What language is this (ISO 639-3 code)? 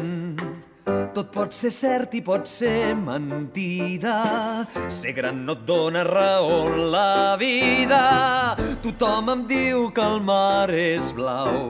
cat